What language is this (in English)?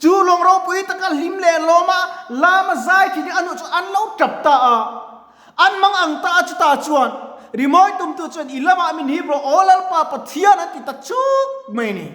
Mizo